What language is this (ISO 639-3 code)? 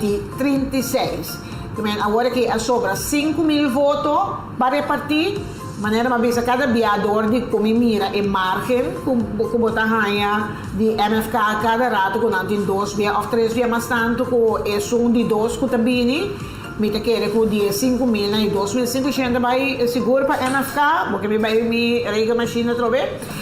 pap